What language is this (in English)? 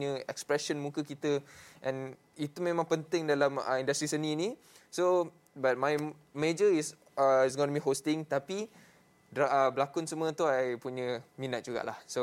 Malay